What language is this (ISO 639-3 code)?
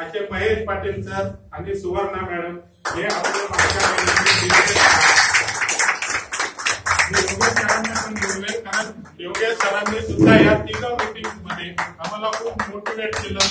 mar